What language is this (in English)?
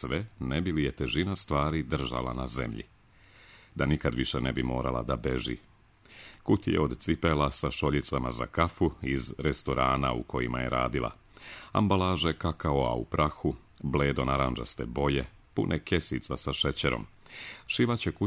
Serbian